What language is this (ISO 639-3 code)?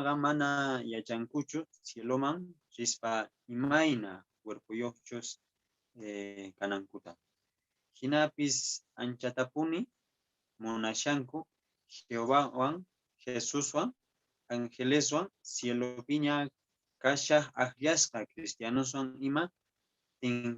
que